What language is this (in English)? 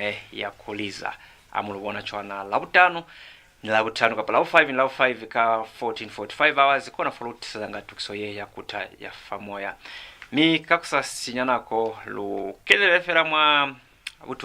Lozi